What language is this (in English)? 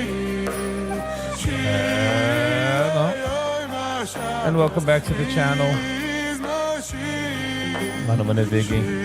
Yiddish